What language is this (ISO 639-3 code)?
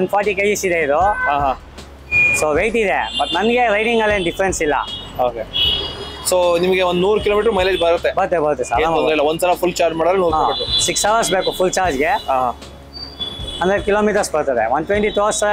kan